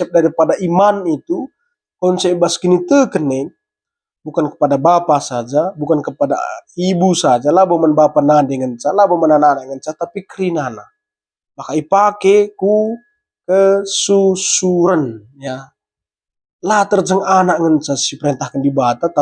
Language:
Batak Karo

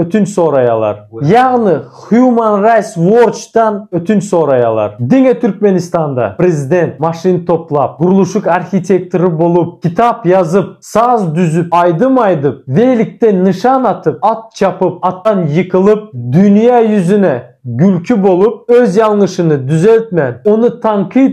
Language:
Turkmen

